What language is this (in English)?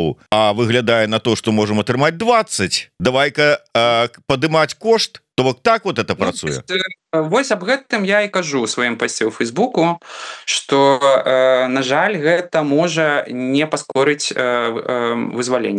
Belarusian